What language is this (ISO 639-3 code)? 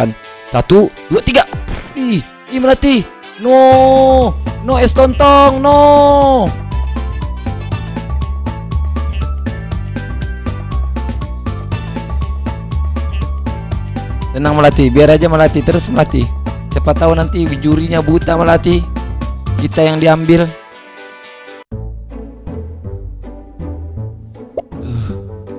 ind